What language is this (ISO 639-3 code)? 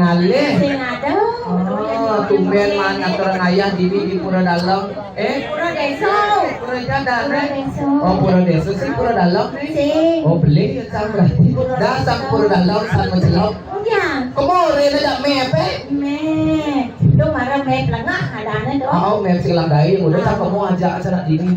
ban